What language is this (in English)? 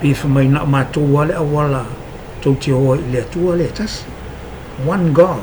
Samoan